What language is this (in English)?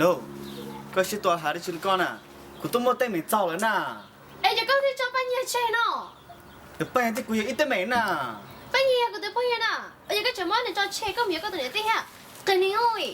Hmong